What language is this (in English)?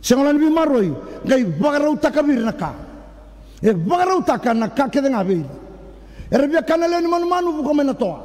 Fijian